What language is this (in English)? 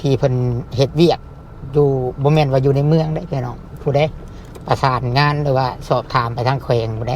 Lao